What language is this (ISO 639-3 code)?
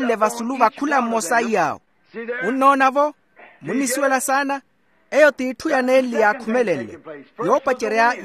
vmw